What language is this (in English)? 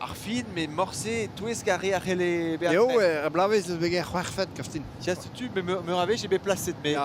Breton